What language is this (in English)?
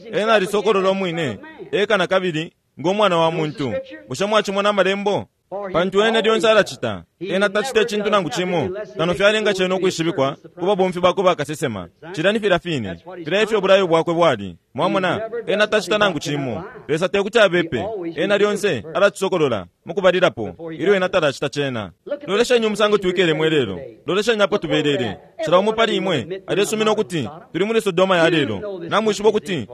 Bemba